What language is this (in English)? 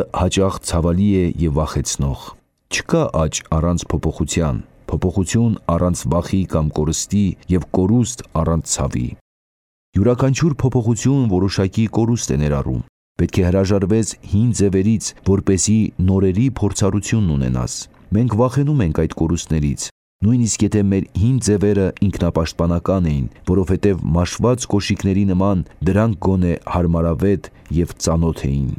Armenian